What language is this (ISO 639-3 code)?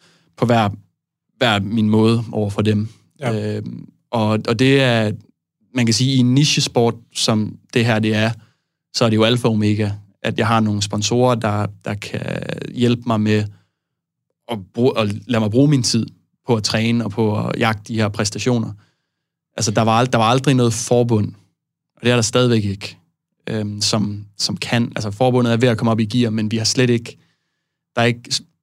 dan